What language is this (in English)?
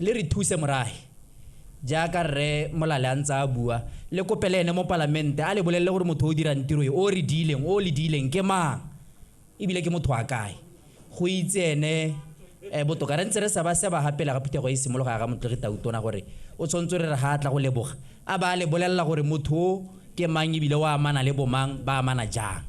Tswana